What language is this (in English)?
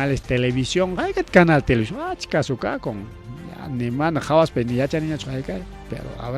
Ayacucho Quechua